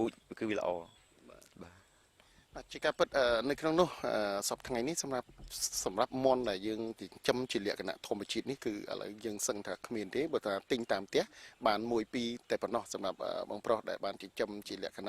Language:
Khmer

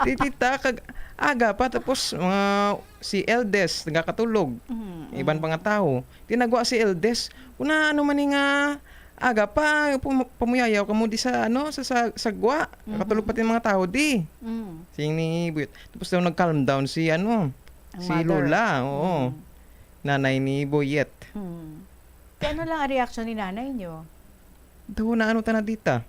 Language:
Hiligaynon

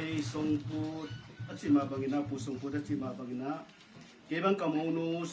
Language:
Tedim Chin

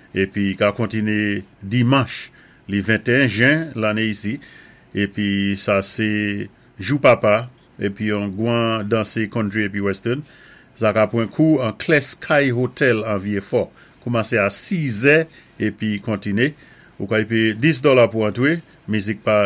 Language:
Saint Lucian Creole French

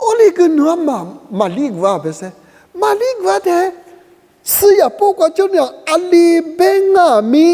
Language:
Lisu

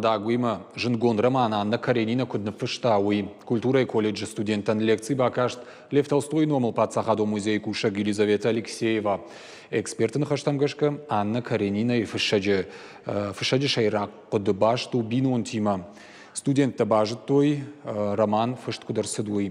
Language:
Ossetic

